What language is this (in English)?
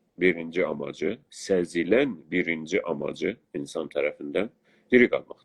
South Azerbaijani